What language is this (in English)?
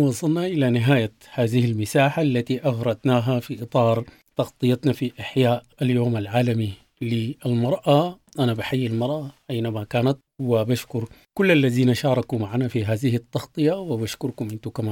Sudanese Arabic